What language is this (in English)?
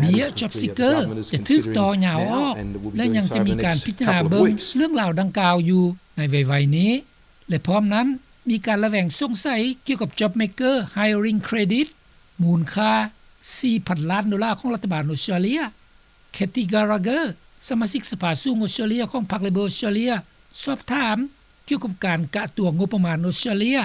Lao